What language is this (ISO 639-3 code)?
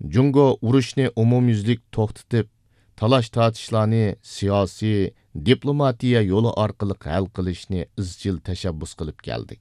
uig